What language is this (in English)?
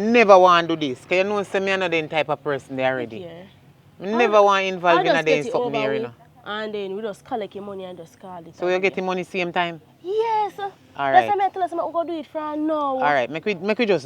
Jamaican Creole English